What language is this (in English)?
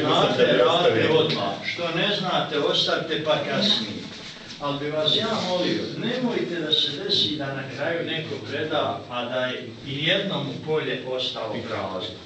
Bosnian